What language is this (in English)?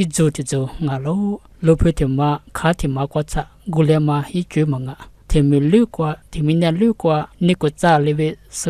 Lisu